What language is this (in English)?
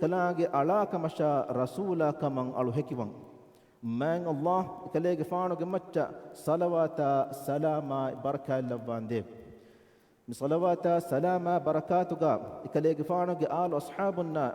Divehi